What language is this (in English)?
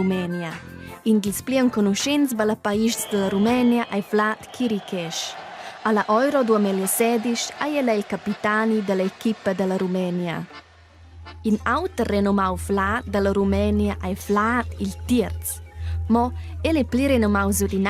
Romansh